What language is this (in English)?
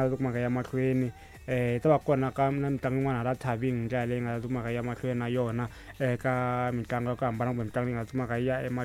Tsonga